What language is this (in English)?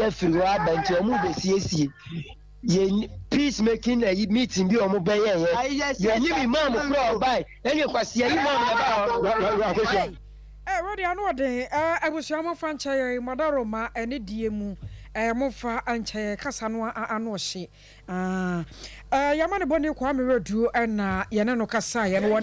Akan